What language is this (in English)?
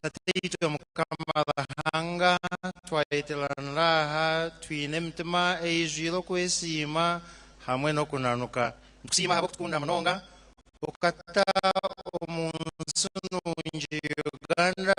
Nyankole